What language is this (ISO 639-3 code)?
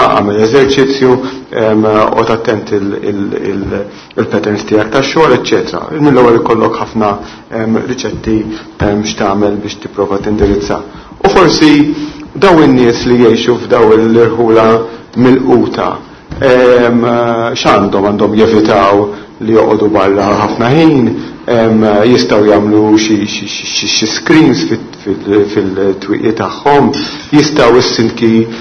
mlt